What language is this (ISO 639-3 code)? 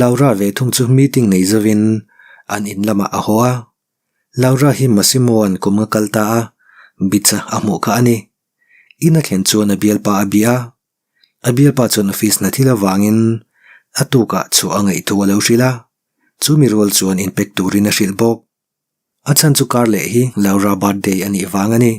lus